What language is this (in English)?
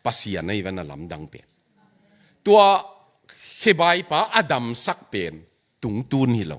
Tedim Chin